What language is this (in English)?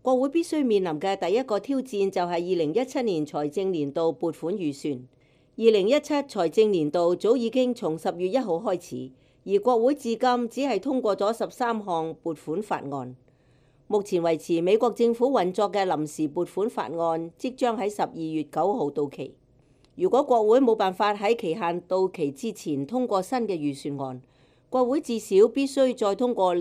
Cantonese